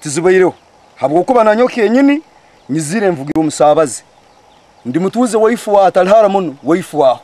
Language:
Ganda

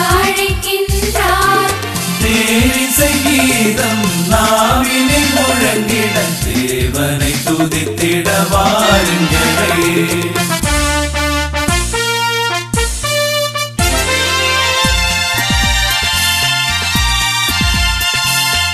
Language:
Tamil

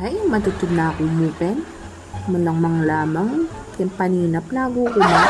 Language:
Pampanga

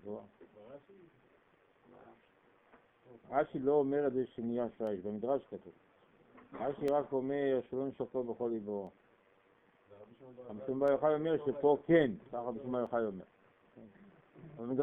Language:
Hebrew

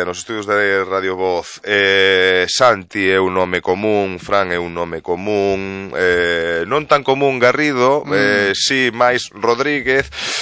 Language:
Galician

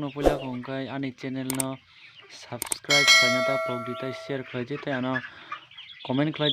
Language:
Kok Borok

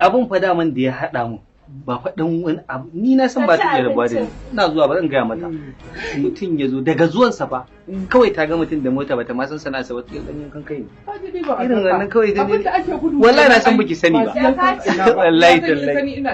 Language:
Hausa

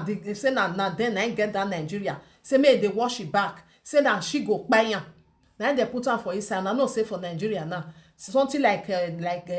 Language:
Nigerian Pidgin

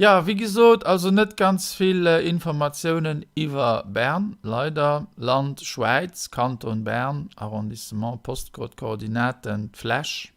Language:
Luxembourgish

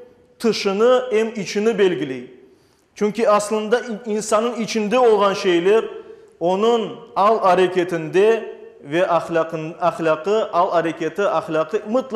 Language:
Crimean Tatar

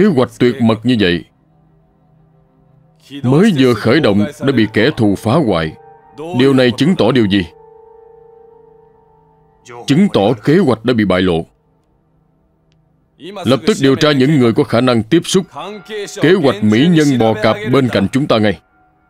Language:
Vietnamese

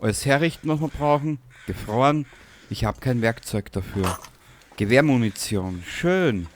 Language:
Bavarian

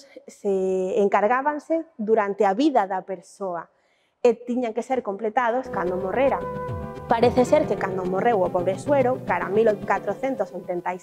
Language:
Galician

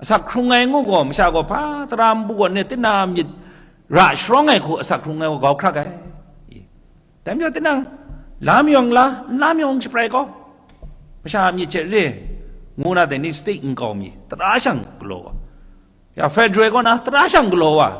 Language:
Kachin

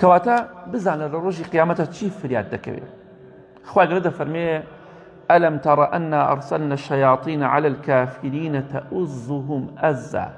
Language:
Central Kurdish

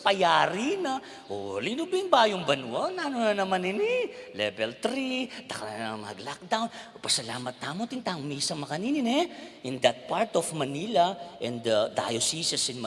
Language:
Pampanga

